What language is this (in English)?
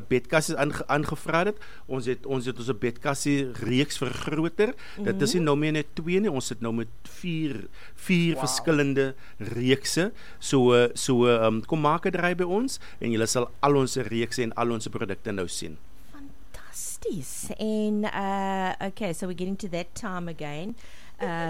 Afrikaans